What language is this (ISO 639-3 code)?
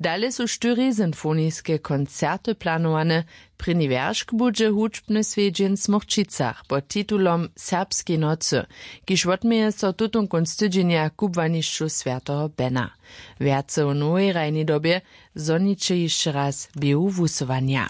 hsb